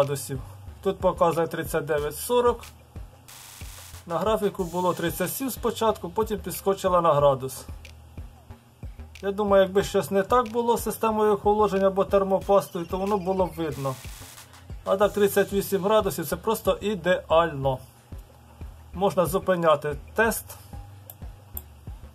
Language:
Ukrainian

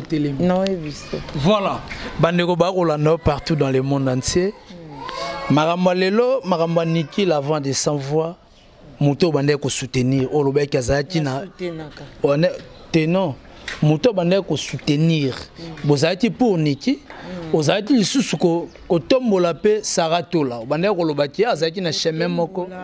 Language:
Lingala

